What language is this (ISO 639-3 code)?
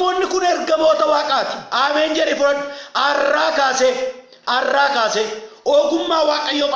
orm